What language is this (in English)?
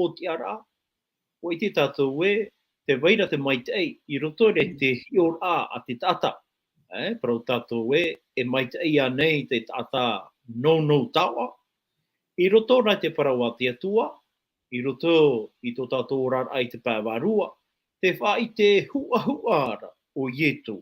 Tahitian